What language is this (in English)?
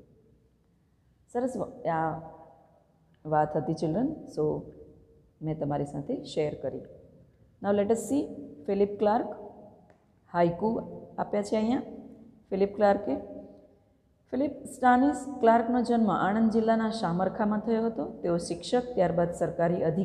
Gujarati